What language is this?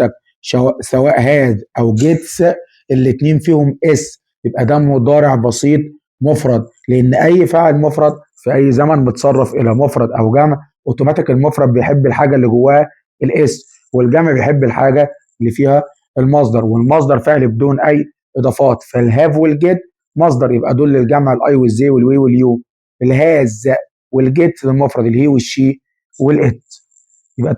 Egyptian Arabic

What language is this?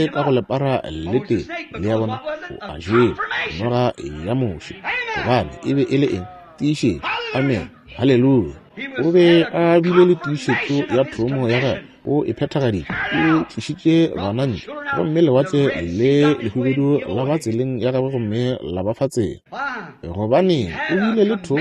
Northern Sotho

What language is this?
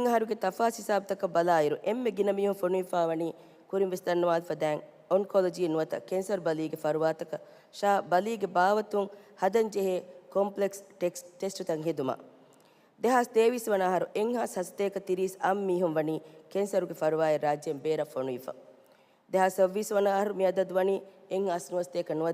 Divehi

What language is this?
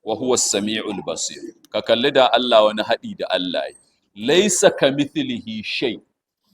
Hausa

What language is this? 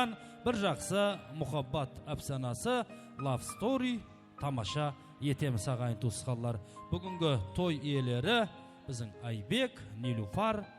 Kara-Kalpak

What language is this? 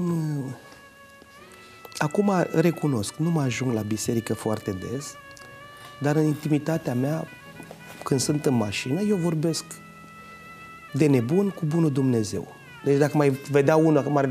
Romanian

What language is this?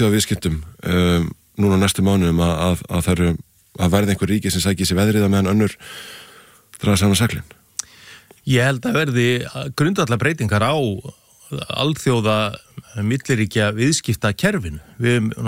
Icelandic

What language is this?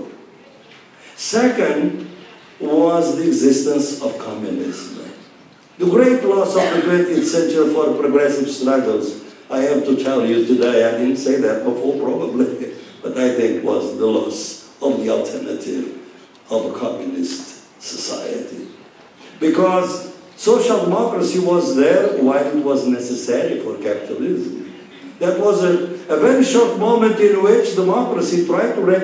English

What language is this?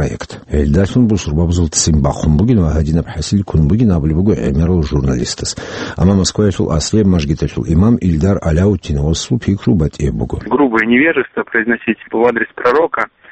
Avaric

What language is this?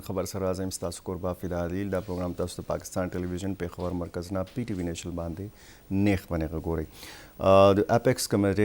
Pashto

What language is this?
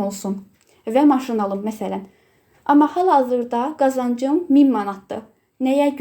Azerbaijani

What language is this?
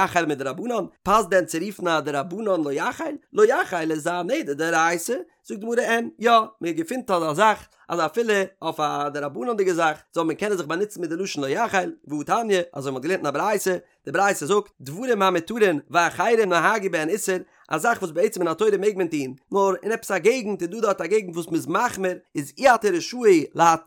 Yiddish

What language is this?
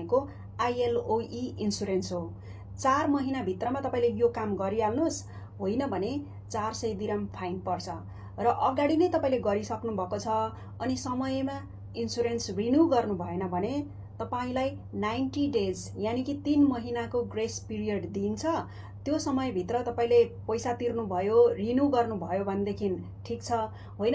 Nepali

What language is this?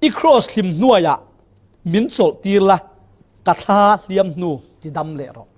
Falam Chin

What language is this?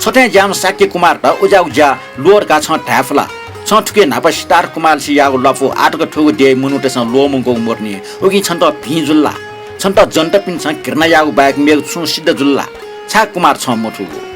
Newari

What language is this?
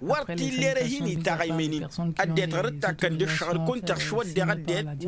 Tamasheq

